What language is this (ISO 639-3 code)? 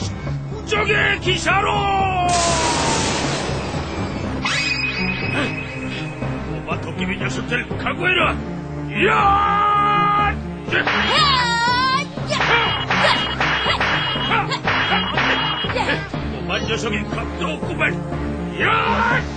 kor